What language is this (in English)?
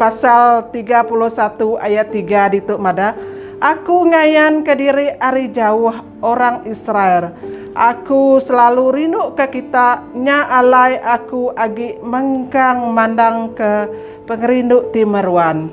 Iban